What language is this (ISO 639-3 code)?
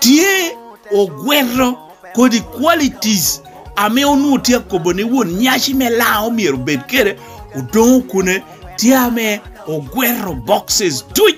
laj